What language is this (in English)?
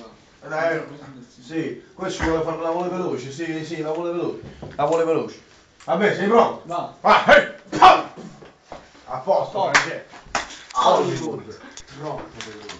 Italian